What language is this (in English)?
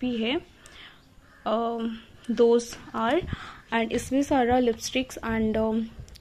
Hindi